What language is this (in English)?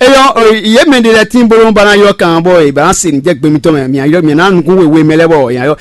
Fon